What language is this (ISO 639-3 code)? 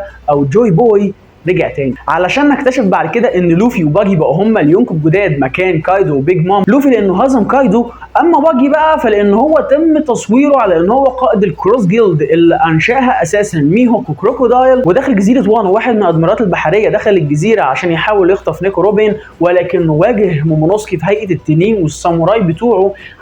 arz